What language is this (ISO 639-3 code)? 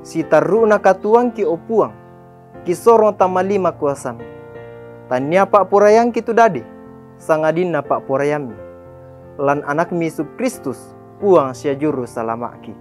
sda